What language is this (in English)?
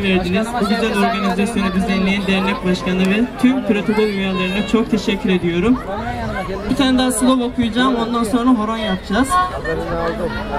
Turkish